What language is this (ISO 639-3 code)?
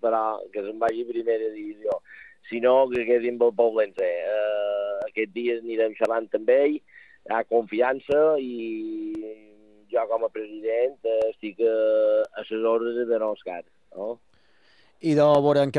cat